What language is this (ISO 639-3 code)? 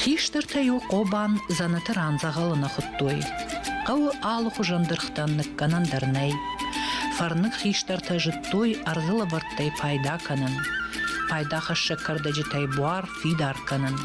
oss